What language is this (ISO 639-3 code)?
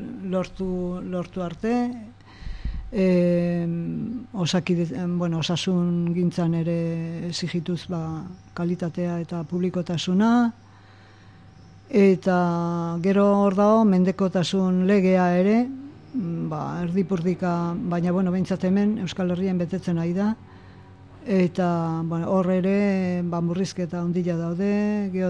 eus